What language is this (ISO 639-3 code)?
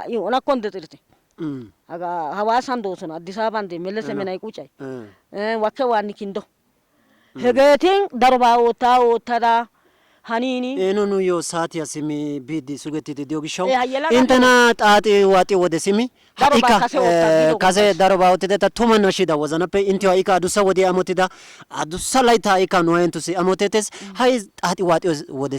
wal